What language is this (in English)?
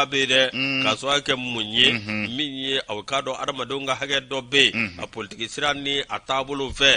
Bambara